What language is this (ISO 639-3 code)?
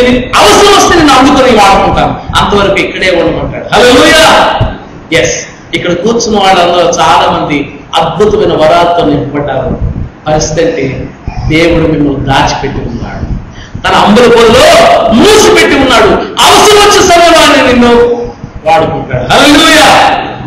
tel